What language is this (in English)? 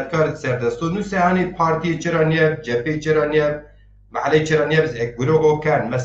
Zaza